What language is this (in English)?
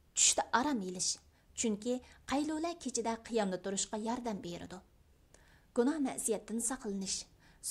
Uyghur